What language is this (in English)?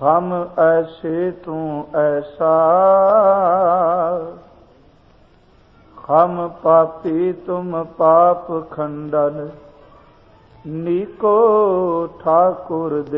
Punjabi